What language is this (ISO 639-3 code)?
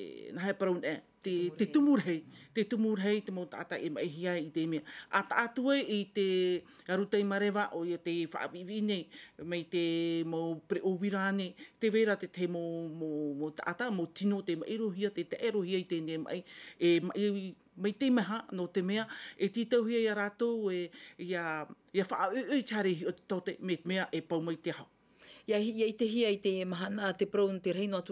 tah